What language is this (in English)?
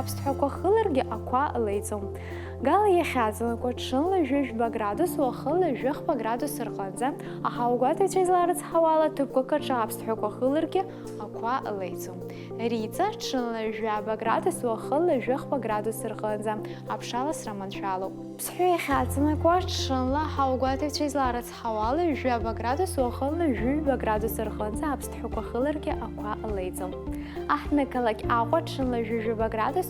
Abkhazian